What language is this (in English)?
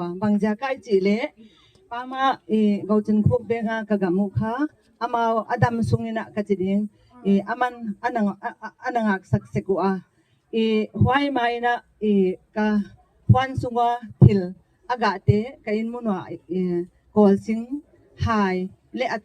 Gangte